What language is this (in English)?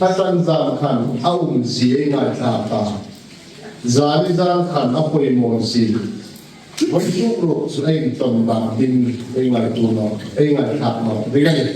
Hmar